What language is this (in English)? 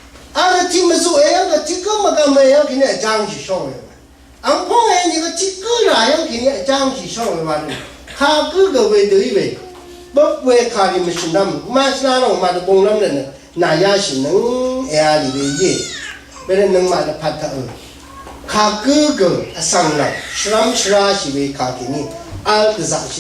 Rawang